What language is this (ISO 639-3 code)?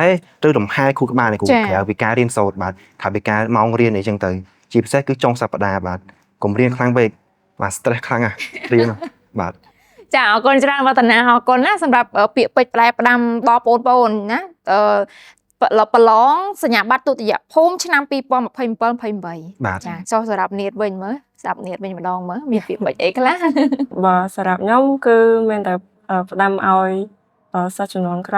khm